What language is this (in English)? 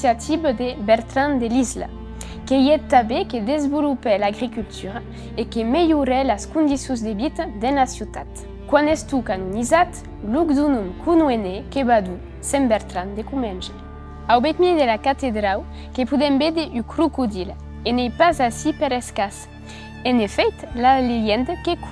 Occitan